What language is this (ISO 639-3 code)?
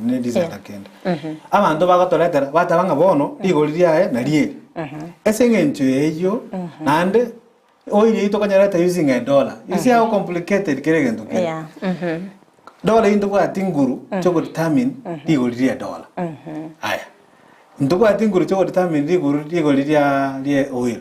guz